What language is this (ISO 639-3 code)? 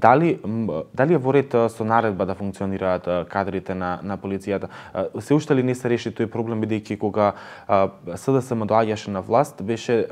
mkd